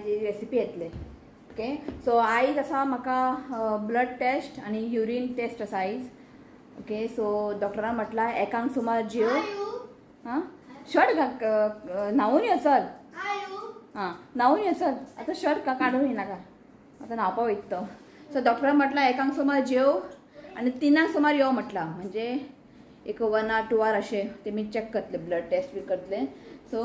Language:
Konkani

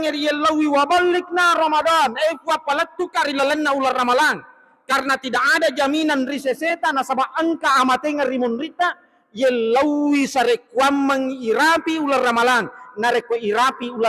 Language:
Buginese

